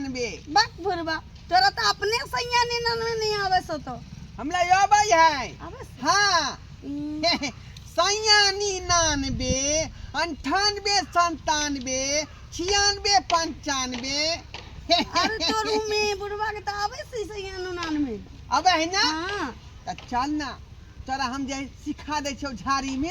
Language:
Maithili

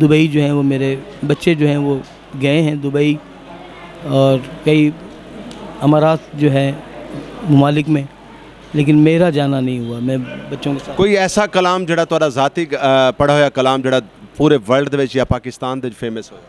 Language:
Saraiki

